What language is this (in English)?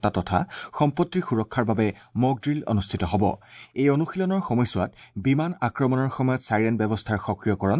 Assamese